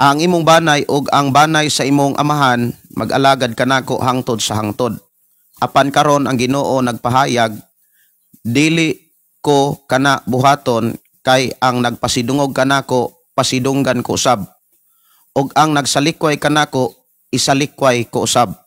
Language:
Cebuano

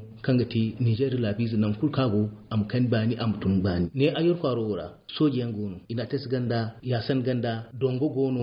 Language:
Zarma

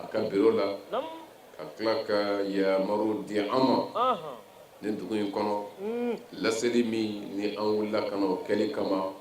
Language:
Bambara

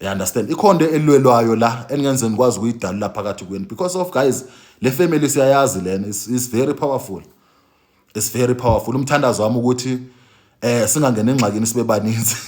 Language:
Zulu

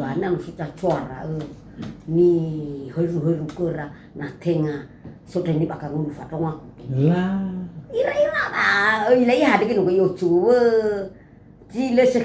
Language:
Nias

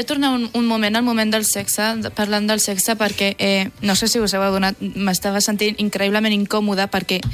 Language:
Catalan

